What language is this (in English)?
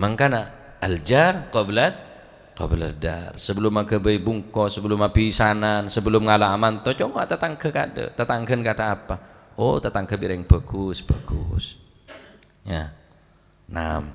Madurese